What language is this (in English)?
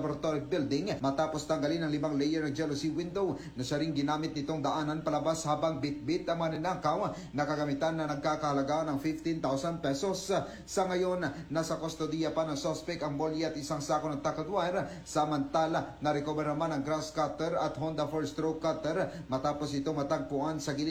Filipino